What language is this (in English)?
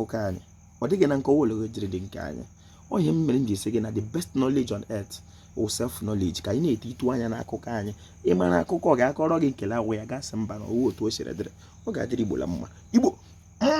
Igbo